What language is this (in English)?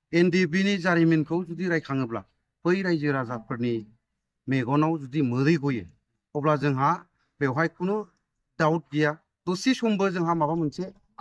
Bodo